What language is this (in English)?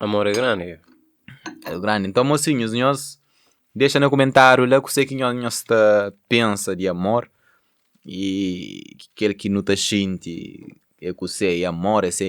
Kabuverdianu